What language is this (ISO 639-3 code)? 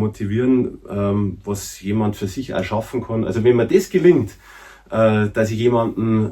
bar